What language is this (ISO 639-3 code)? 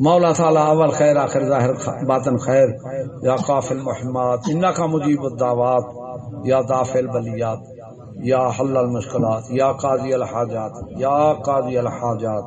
skr